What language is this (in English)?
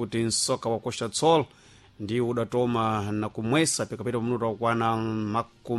Sena